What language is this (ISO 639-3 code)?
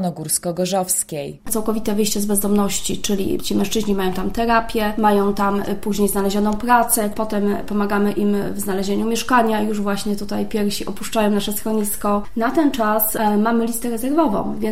pol